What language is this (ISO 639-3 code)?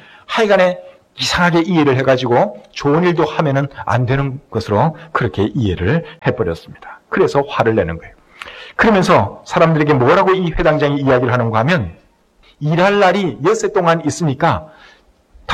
kor